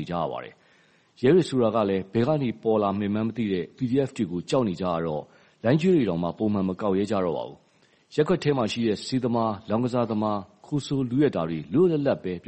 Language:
Burmese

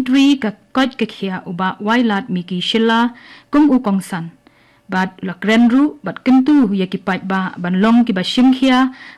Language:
Khasi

